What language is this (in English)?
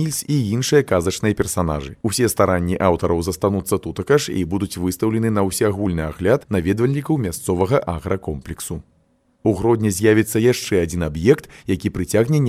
Belarusian